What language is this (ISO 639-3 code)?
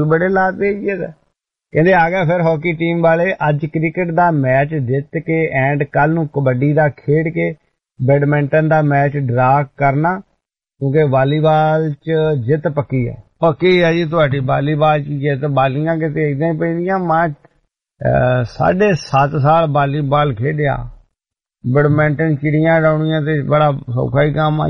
pan